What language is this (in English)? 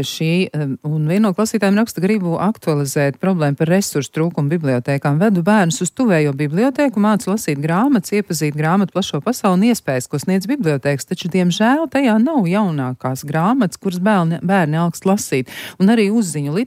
Latvian